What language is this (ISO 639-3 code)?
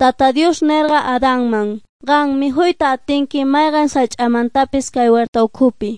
que